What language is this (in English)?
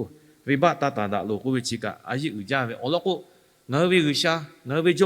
Lahu